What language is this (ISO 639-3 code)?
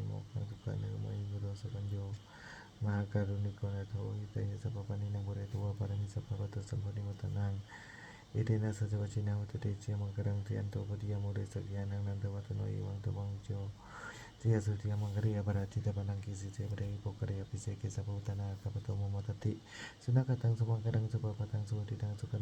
pli